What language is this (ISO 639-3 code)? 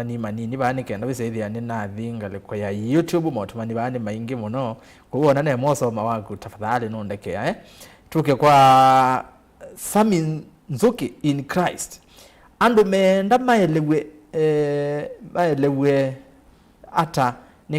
kam